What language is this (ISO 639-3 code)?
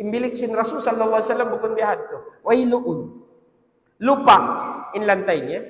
tsg